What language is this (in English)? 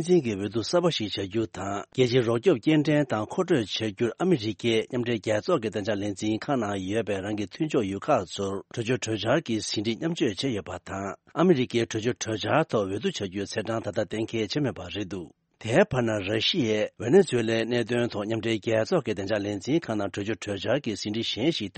Tibetan